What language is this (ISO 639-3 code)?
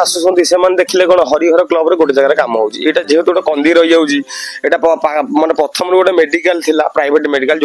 ori